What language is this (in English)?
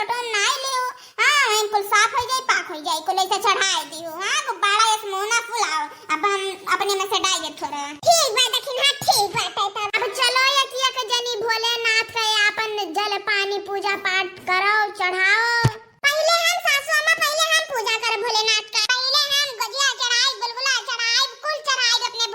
Awadhi